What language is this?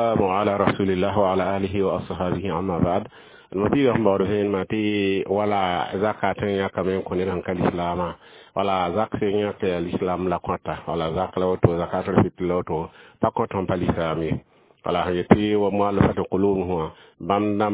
Mossi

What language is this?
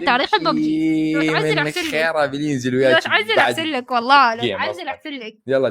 Mesopotamian Arabic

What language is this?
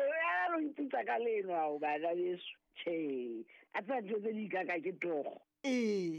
Southern Sotho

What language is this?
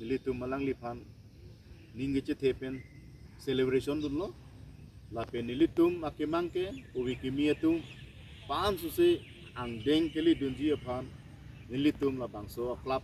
Karbi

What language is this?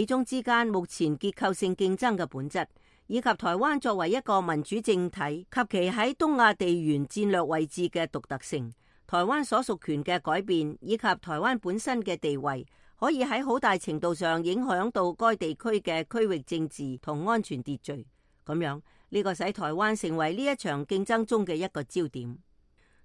Cantonese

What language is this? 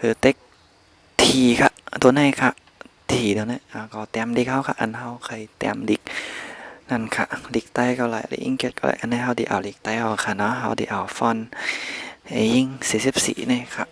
Shan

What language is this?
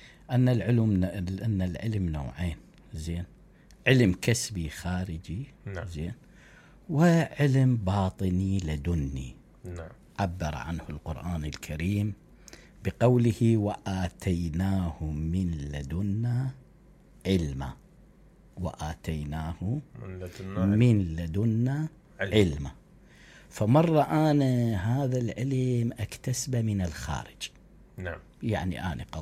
Mesopotamian Arabic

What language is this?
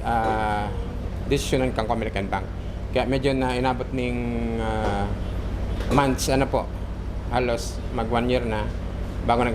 Bikol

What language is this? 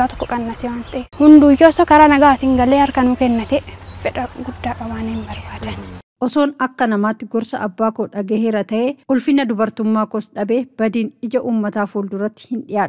Oromo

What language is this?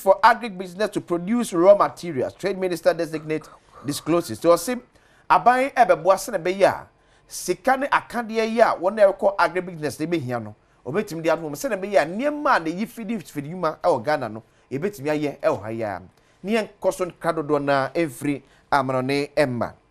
Akan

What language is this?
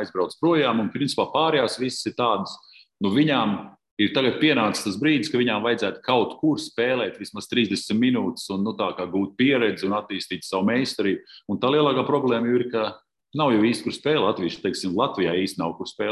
Latvian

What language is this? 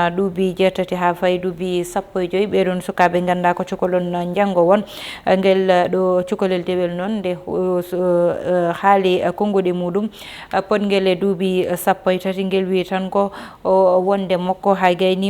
Fula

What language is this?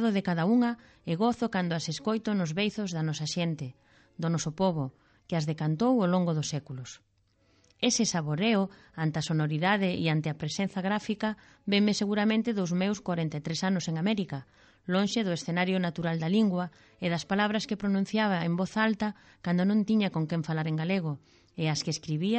Galician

